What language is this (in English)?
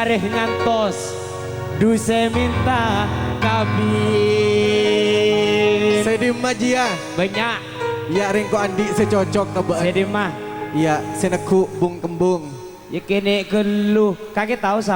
Madurese